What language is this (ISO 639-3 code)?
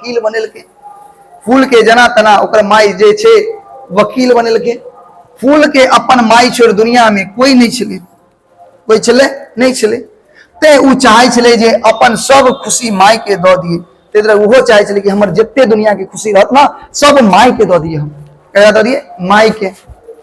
mai